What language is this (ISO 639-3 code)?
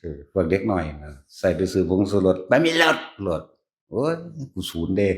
tts